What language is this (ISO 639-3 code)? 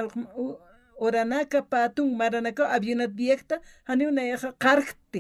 aym